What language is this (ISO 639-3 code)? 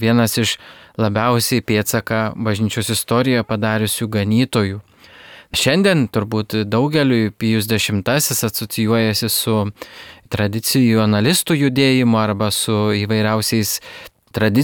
lit